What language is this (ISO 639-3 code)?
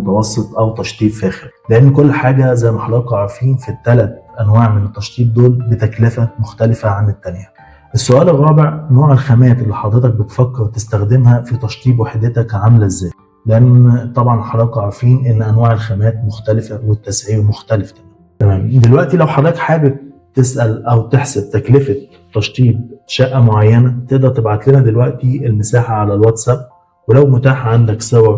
arz